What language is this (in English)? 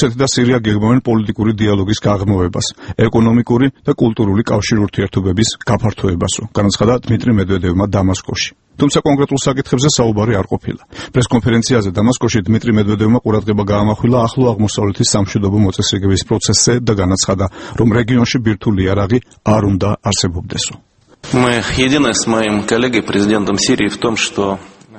Georgian